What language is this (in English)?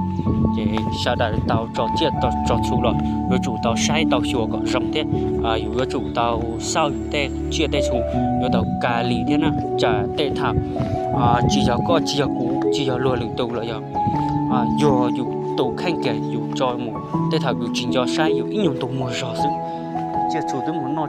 Hmong